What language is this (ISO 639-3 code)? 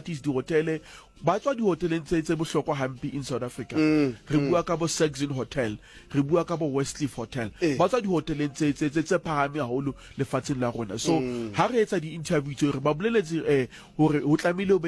sot